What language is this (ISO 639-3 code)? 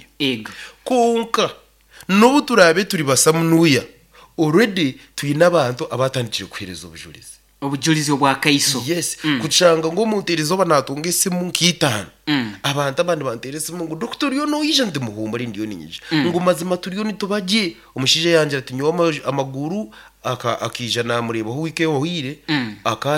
nyn